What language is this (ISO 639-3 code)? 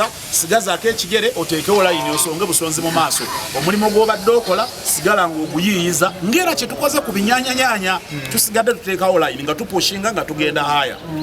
lug